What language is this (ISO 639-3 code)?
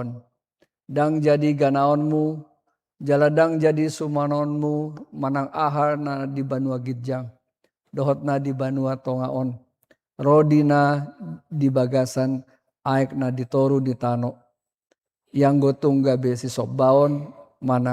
bbc